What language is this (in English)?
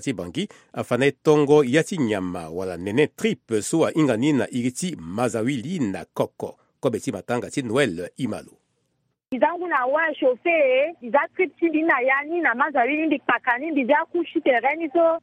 Sango